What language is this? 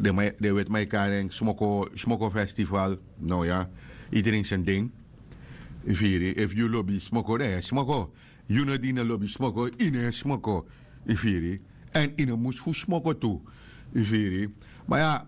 Sranan Tongo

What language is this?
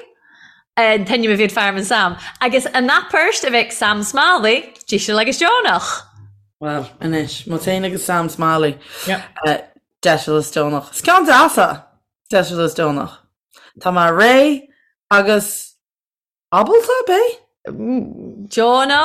Irish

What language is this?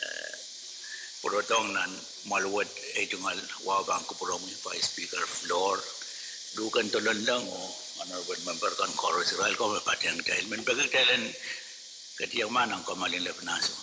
Pohnpeian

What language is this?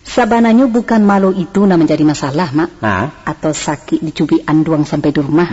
Minangkabau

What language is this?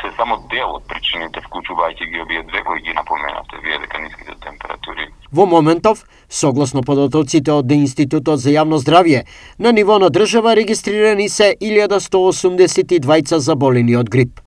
Macedonian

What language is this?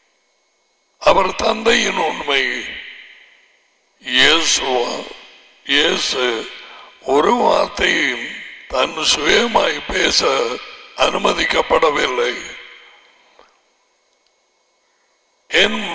Tamil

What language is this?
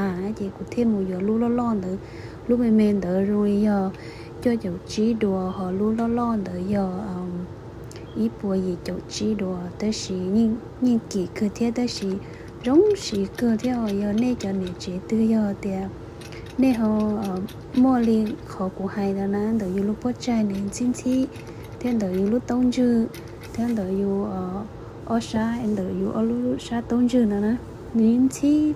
Hmong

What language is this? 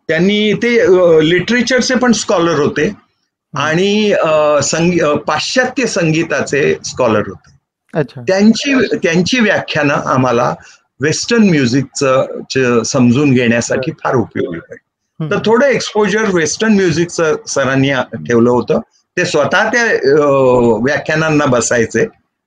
Marathi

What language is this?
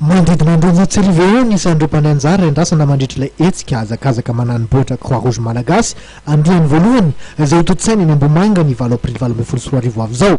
Malagasy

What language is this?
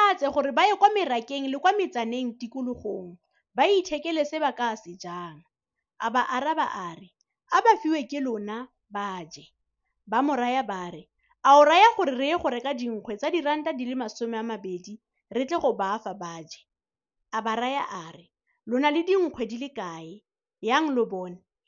Tswana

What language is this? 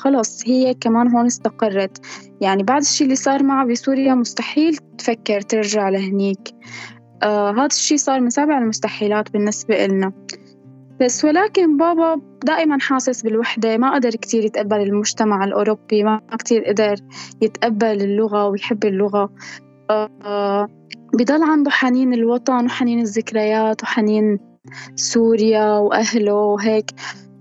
North Levantine Arabic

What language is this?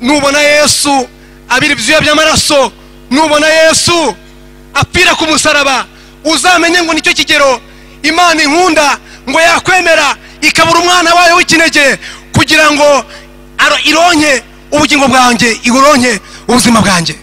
Kinyarwanda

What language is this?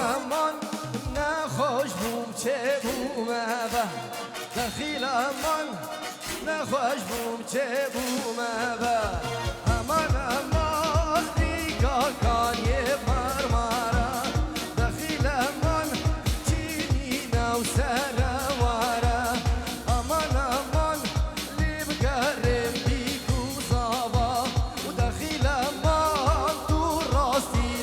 Kurdish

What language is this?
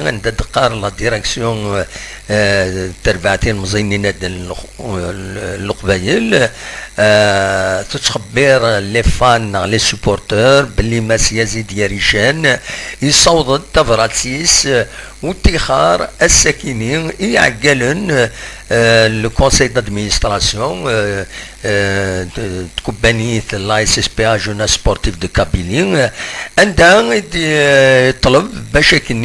Kabyle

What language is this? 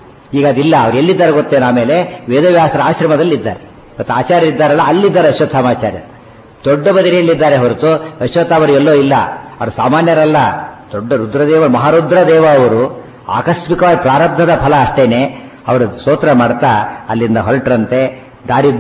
Kannada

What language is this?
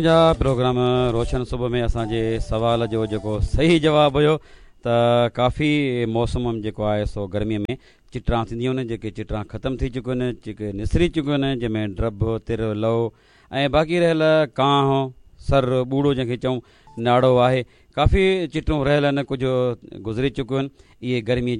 Sindhi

